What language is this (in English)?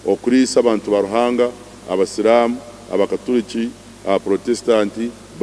Nyankole